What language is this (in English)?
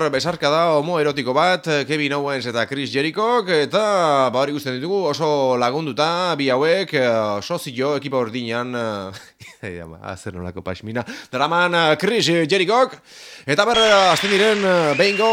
Basque